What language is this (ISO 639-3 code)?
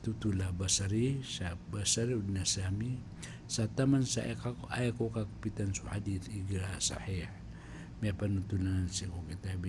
mrw